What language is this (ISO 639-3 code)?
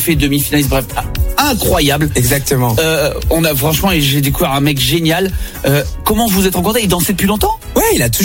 fra